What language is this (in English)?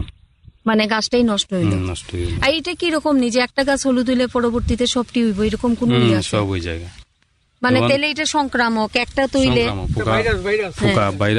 Bangla